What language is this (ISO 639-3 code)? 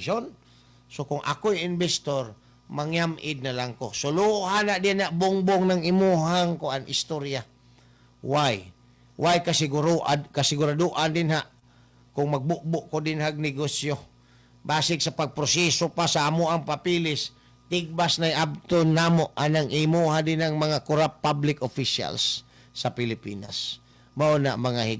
ceb